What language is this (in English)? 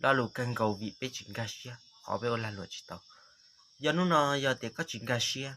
Hmong